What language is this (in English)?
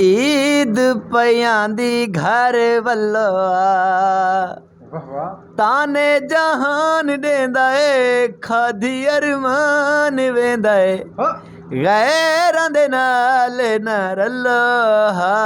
Saraiki